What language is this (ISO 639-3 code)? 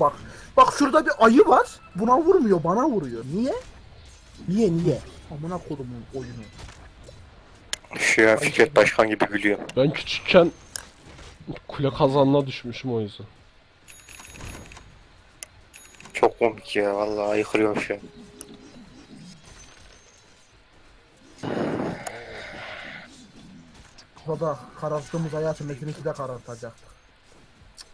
tur